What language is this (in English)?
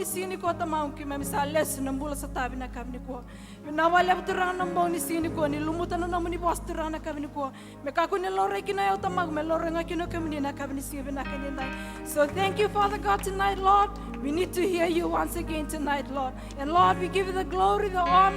Fijian